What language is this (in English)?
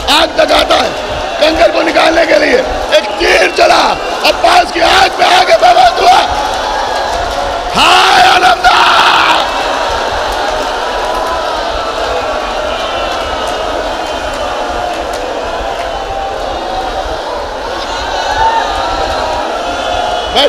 Hindi